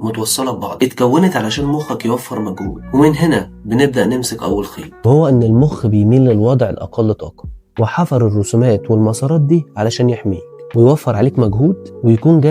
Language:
Egyptian Arabic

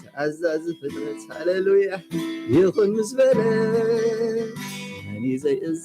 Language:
Tigrinya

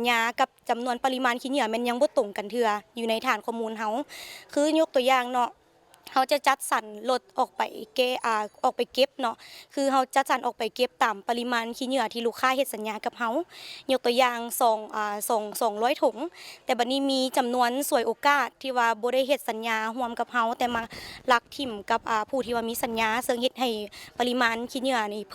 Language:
Lao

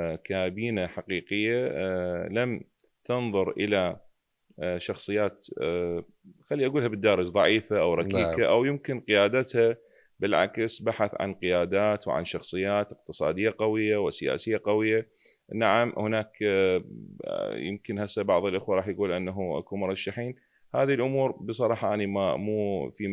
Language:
Mesopotamian Arabic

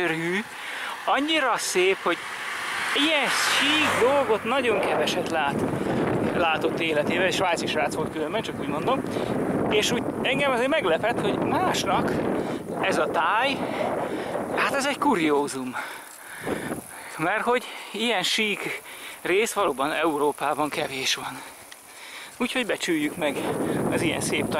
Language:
Hungarian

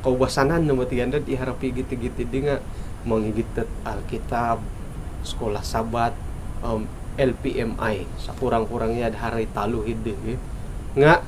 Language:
Central Dusun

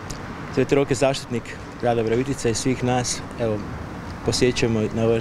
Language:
Croatian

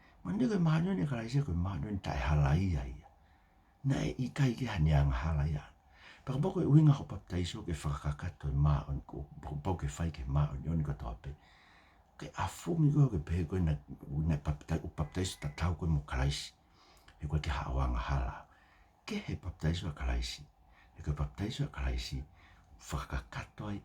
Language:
Tongan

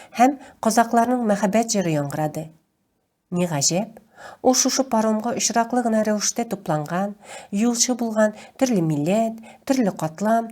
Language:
Tatar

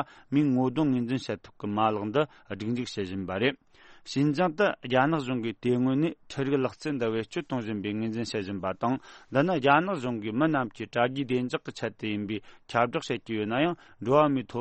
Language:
Tibetan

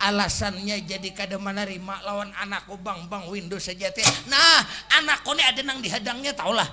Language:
Banjar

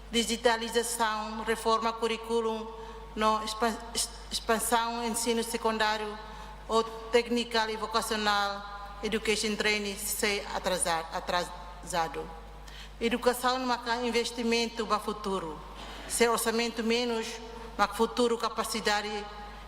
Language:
Tetum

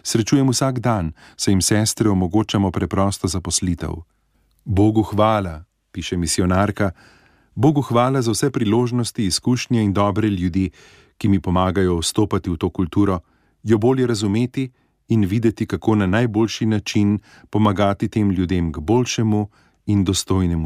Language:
Slovenian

